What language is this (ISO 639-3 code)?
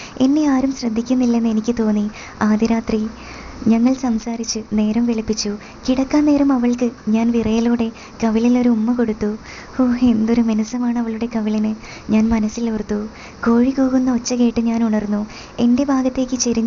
mal